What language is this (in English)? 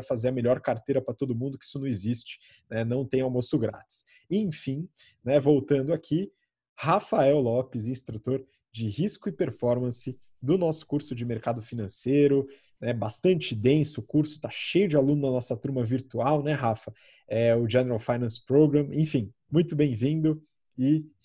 Portuguese